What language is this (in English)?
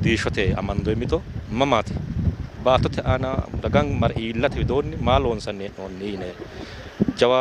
Sidamo